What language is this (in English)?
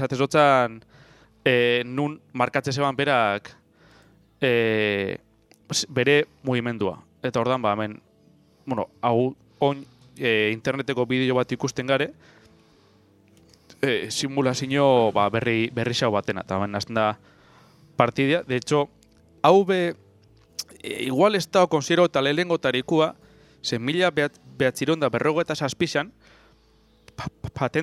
Basque